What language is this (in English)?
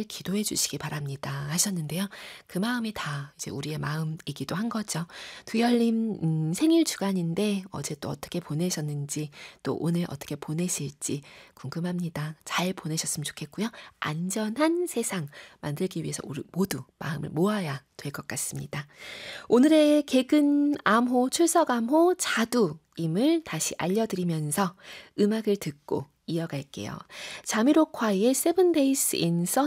Korean